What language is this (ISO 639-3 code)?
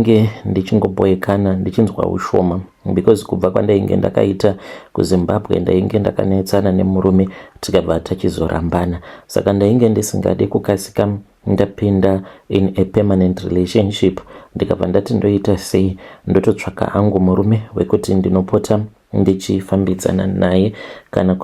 sna